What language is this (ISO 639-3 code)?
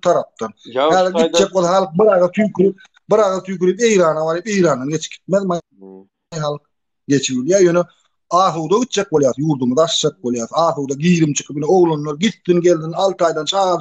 tuk